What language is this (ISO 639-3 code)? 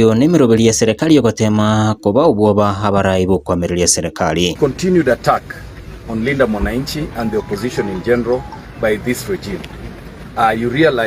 guz